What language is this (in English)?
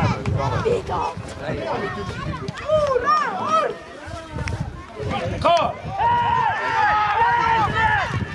Estonian